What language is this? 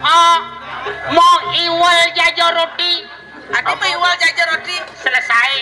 Balinese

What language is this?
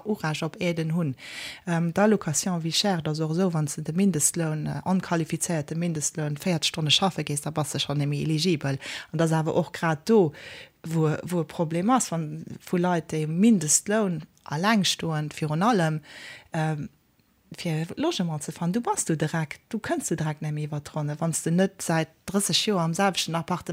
Luxembourgish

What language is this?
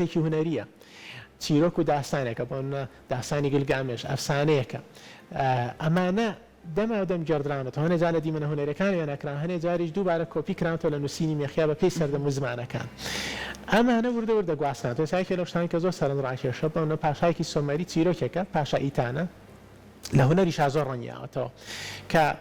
Central Kurdish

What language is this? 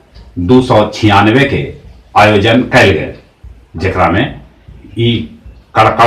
Magahi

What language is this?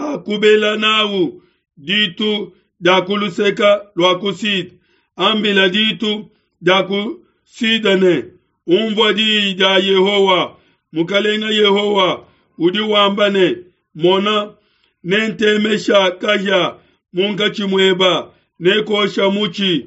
Luba-Lulua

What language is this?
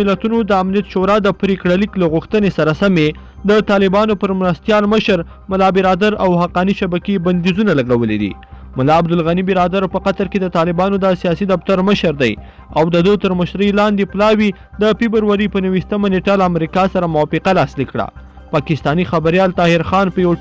Pashto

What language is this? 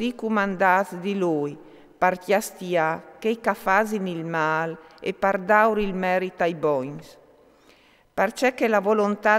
Friulian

